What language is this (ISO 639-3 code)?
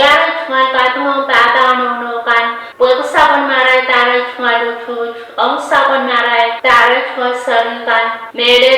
pon